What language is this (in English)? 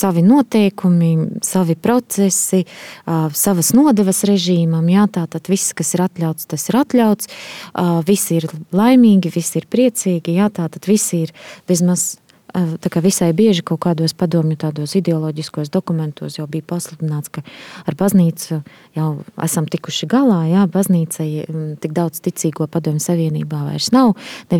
Latvian